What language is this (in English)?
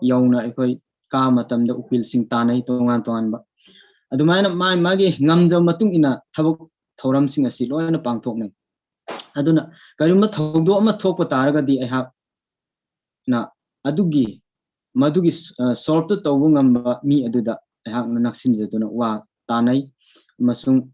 Manipuri